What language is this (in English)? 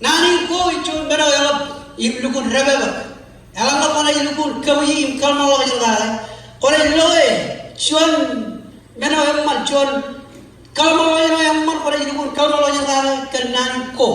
Marshallese